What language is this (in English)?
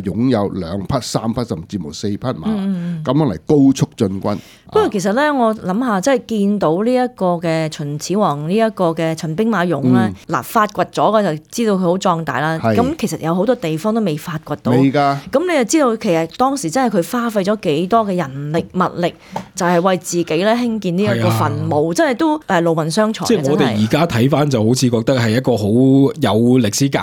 Cantonese